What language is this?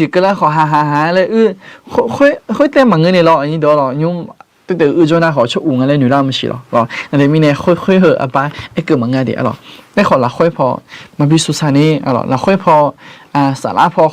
Akha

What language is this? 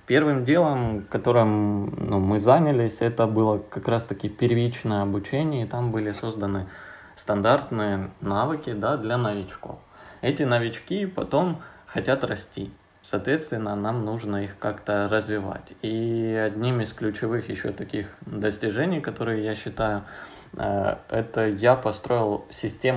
Russian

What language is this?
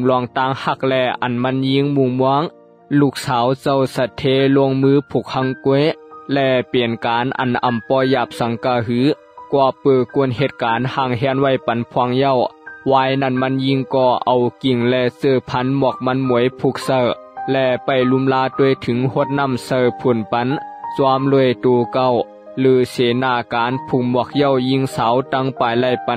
Shan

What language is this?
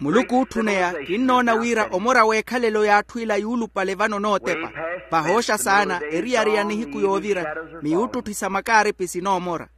Makhuwa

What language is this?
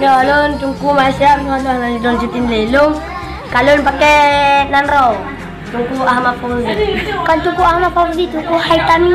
Achinese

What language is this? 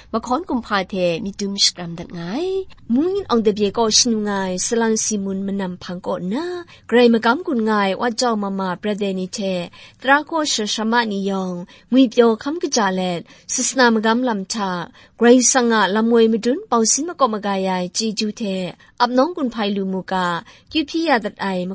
Kachin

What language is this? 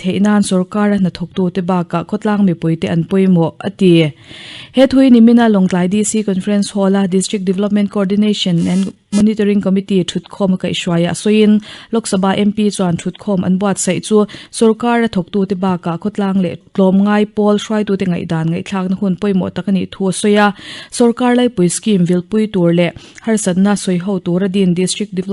Mizo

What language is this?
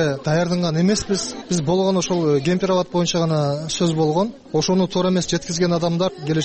Kyrgyz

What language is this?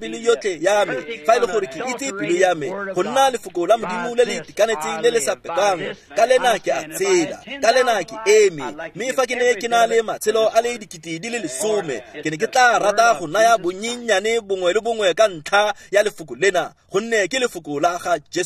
Tswana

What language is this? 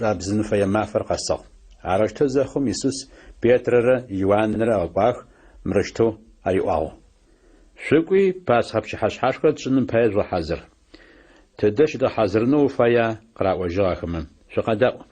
Adyghe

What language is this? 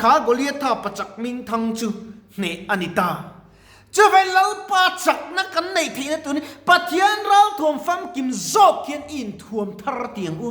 Mizo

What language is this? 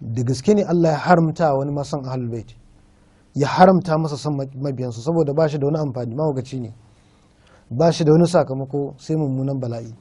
Hausa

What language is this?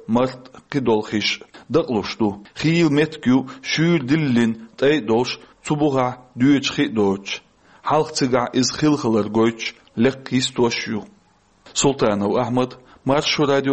Chechen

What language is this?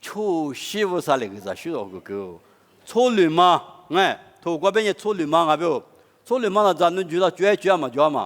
Lisu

